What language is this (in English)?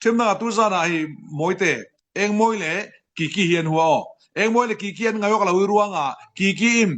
Falam Chin